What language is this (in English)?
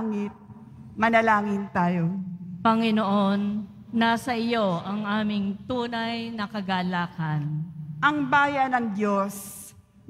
Filipino